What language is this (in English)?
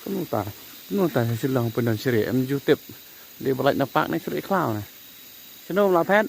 Khasi